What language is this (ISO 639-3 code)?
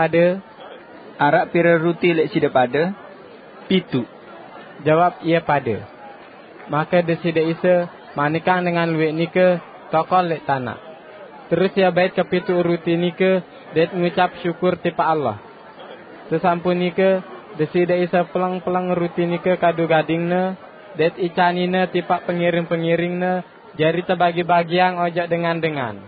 sas